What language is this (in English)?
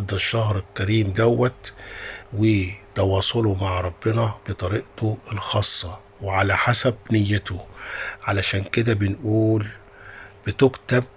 Egyptian Arabic